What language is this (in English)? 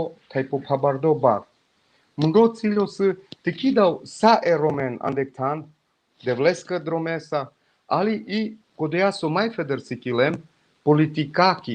Balkan Romani